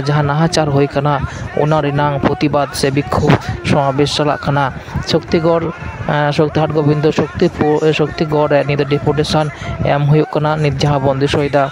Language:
Santali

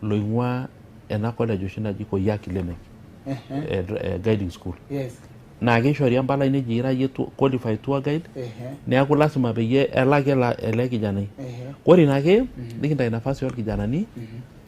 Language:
Masai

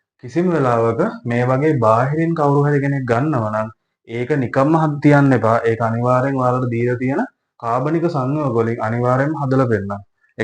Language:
Sinhala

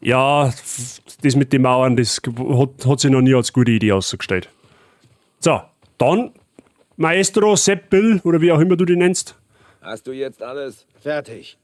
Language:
Bavarian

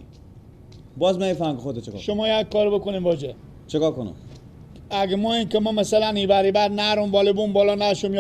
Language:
Persian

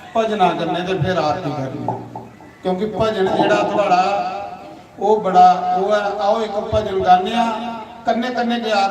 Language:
Dogri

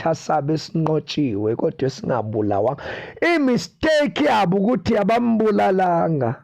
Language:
Zulu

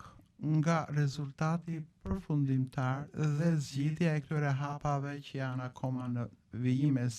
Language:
Albanian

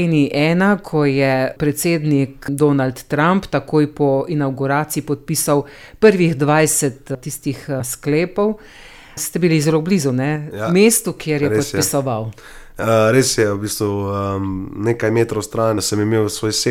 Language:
Slovenian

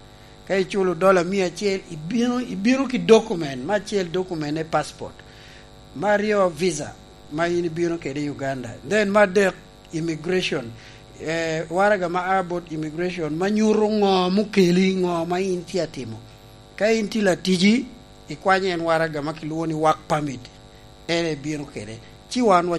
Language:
Lango (Uganda)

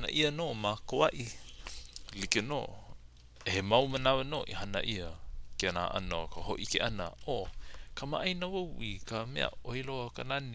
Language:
Hawaiian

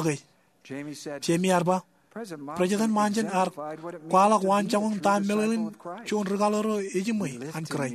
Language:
Marshallese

